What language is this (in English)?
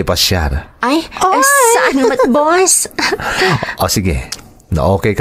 Iloko